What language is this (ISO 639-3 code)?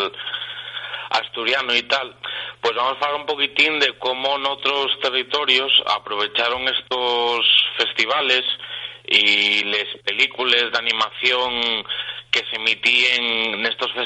ast